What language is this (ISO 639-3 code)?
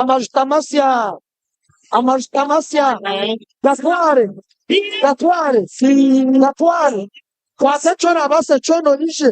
nyn